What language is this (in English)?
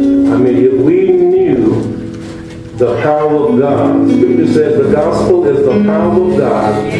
English